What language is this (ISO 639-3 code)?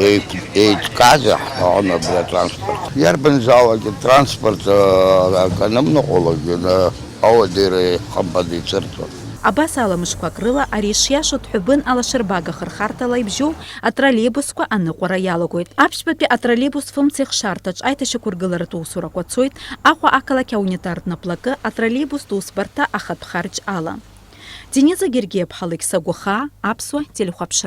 abk